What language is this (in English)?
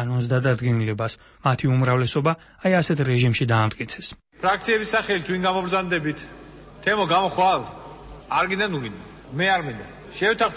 Georgian